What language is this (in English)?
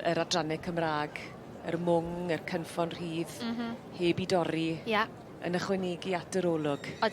Welsh